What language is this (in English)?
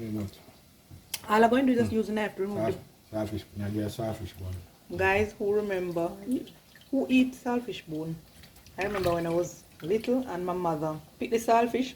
Jamaican Creole English